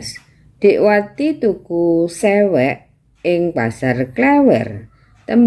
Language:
Javanese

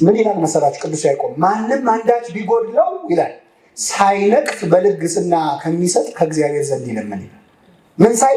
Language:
Amharic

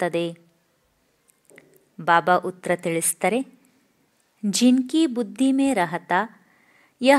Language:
Kannada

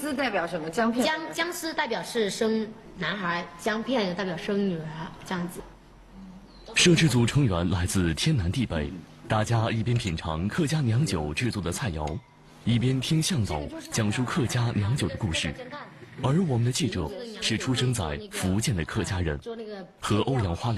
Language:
Chinese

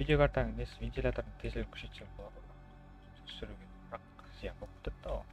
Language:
Kara-Kalpak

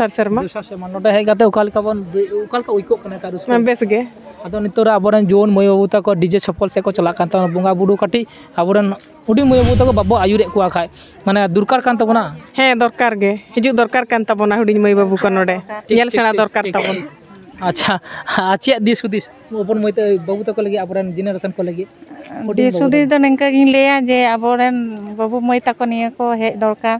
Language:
Santali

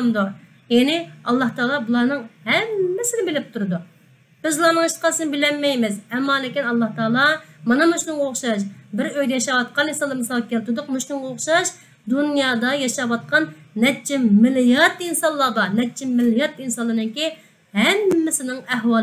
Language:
Uyghur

